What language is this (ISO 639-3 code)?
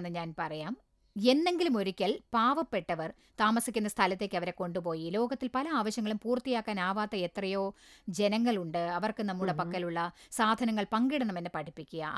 mal